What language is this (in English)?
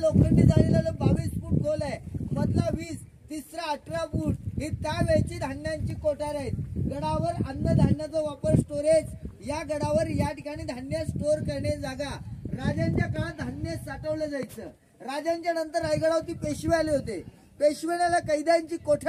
Marathi